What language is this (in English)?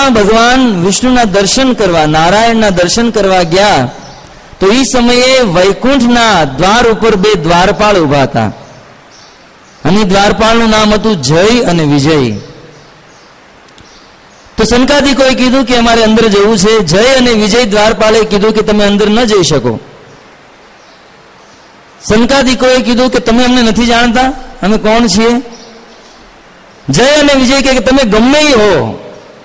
Gujarati